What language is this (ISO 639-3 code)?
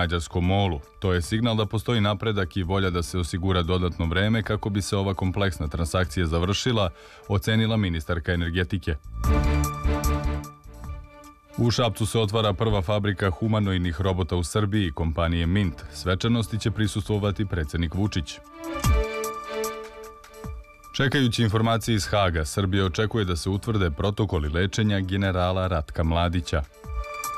srp